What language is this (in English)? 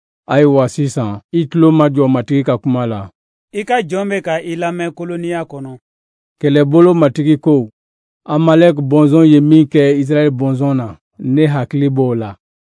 Bambara